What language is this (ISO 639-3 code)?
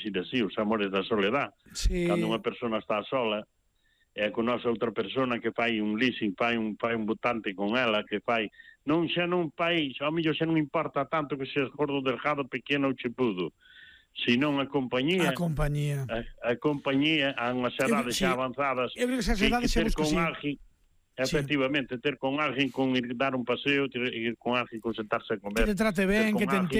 glg